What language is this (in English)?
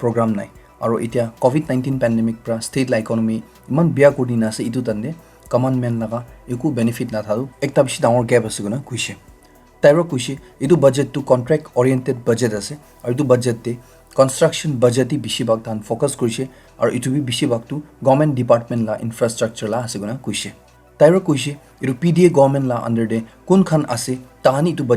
Naga Pidgin